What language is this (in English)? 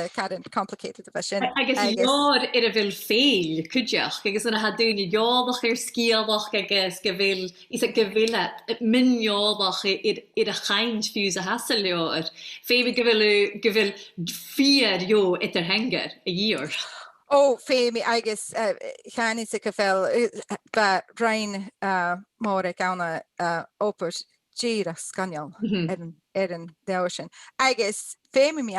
Scottish Gaelic